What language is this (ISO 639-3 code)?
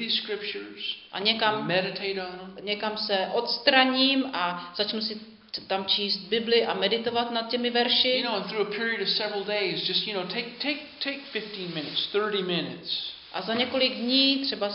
ces